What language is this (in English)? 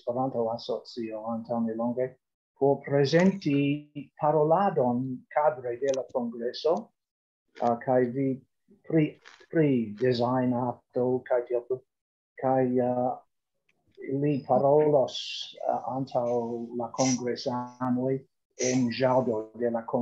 Esperanto